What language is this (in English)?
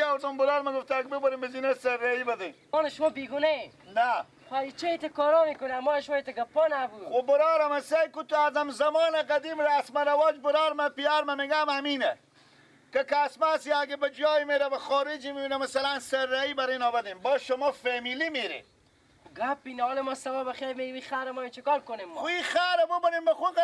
Persian